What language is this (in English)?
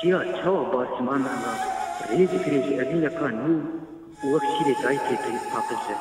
Kurdish